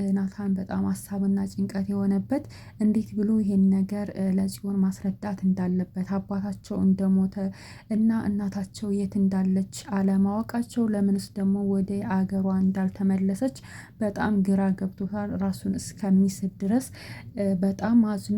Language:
Amharic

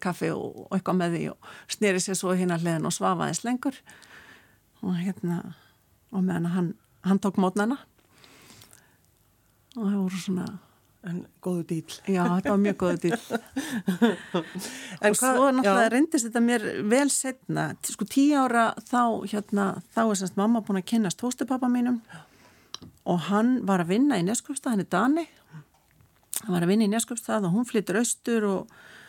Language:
Icelandic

